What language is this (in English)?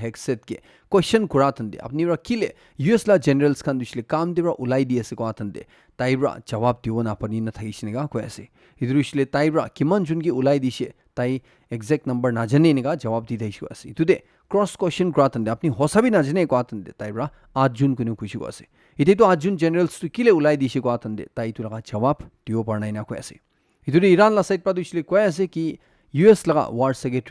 Naga Pidgin